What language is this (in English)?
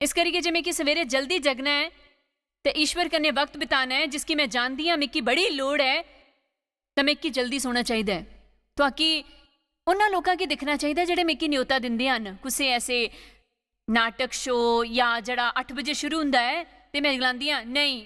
Dogri